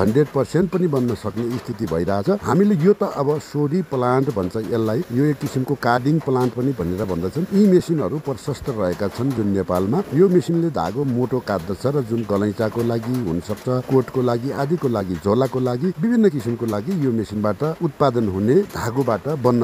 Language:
Nepali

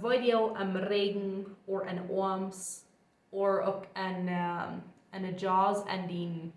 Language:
Plautdietsch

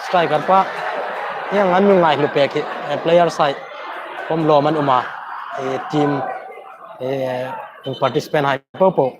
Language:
Hmar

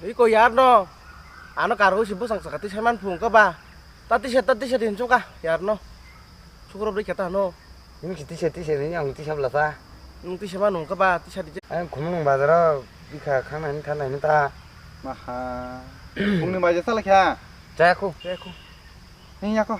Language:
Kok Borok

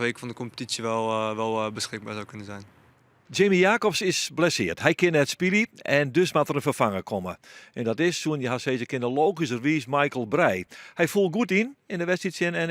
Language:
Western Frisian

